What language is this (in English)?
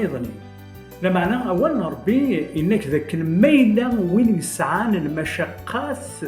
Kabyle